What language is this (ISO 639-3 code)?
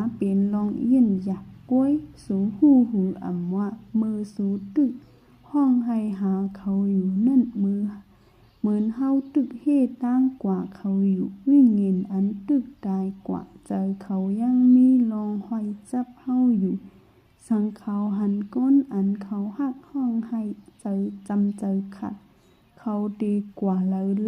shn